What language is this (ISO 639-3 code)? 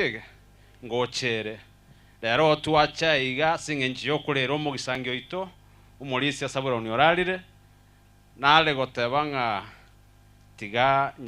guz